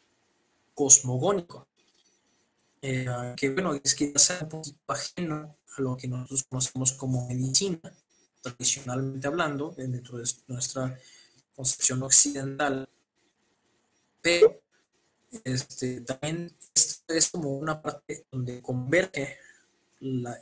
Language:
Spanish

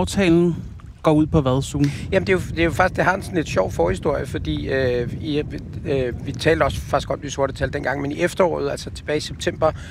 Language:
Danish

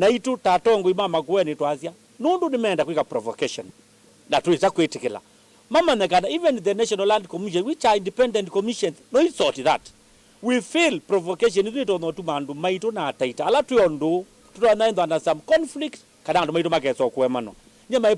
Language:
Kamba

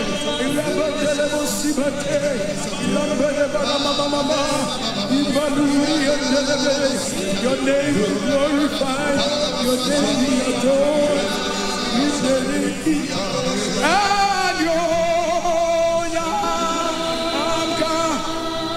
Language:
English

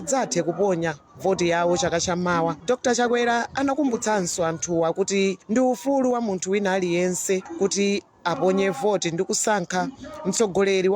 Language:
Nyanja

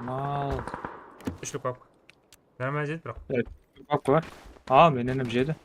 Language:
Kara-Kalpak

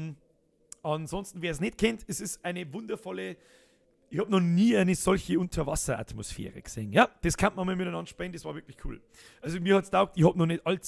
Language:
Bavarian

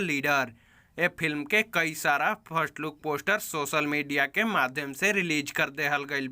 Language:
Bhojpuri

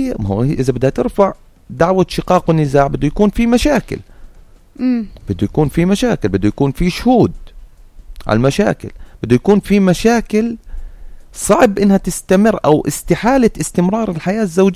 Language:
North Levantine Arabic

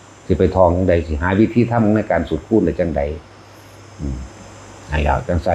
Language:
Northeastern Thai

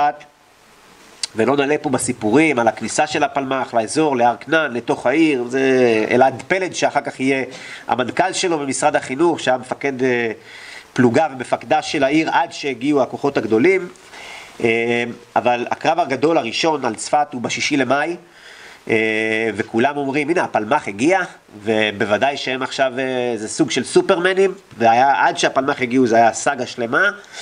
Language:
Hebrew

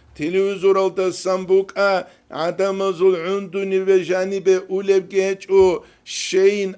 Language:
Avaric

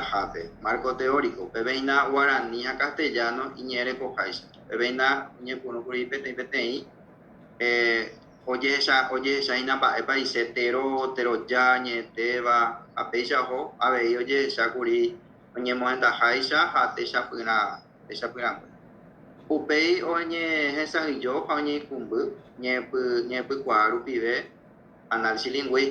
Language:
Guarani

